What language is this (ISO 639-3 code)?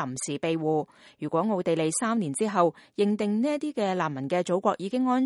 yue